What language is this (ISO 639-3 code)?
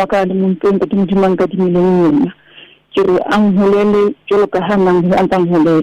sot